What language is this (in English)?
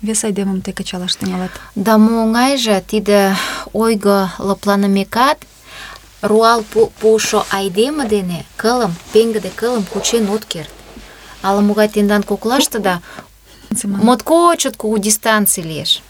Mari